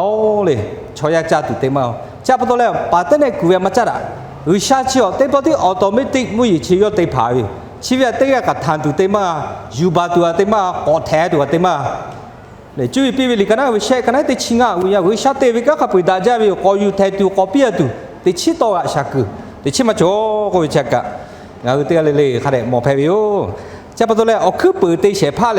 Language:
Lahu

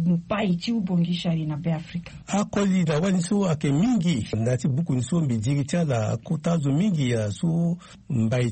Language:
Sango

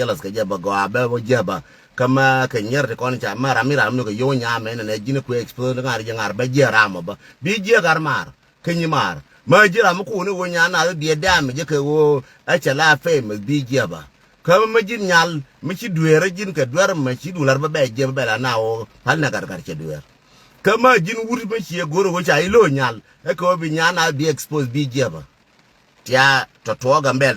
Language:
Nuer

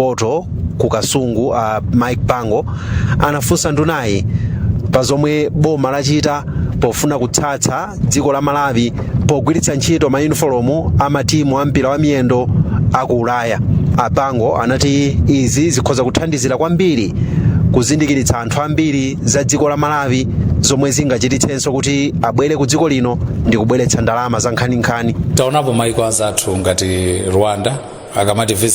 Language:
Nyanja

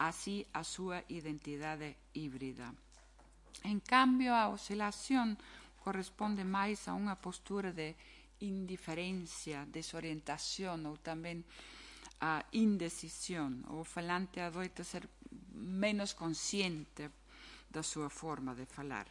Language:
Galician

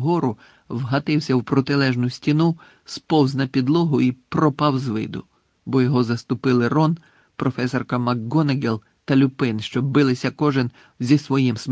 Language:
Ukrainian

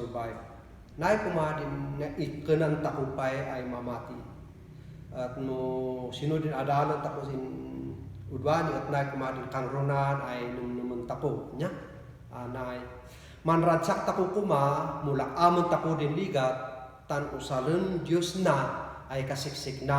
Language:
Kankanaey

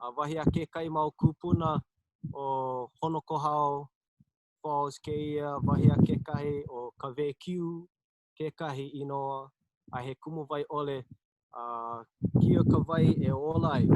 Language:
Hawaiian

